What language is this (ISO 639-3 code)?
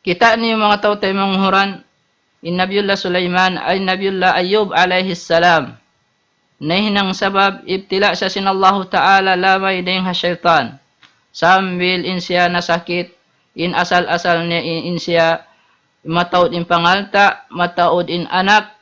tsg